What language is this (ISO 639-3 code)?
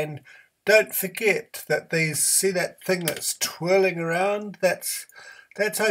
eng